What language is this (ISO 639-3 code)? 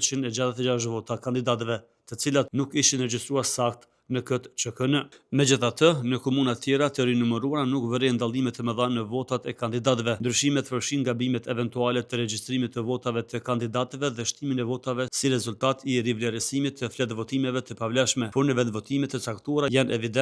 sqi